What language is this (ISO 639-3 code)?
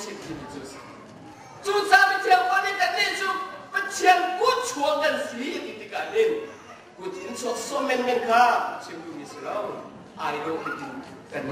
cnh